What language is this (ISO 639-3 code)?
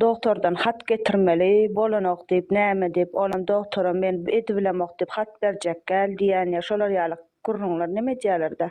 tuk